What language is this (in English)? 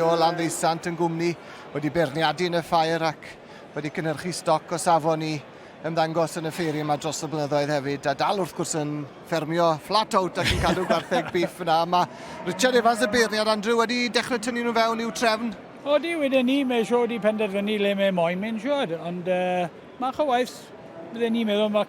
Welsh